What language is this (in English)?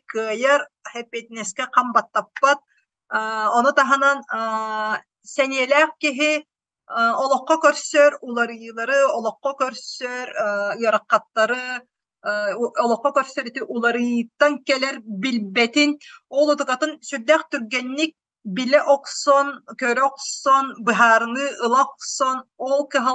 Yakut